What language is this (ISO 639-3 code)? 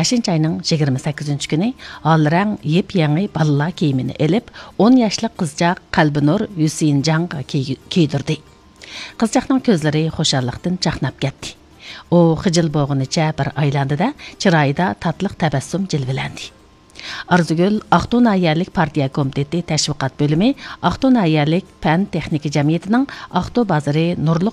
uig